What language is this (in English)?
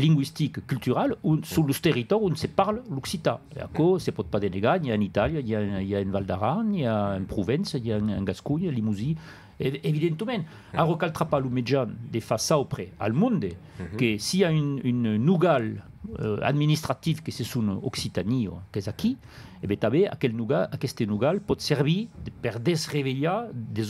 Occitan